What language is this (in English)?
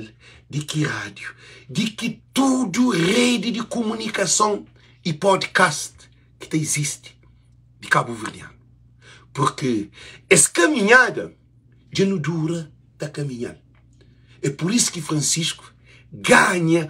Kabuverdianu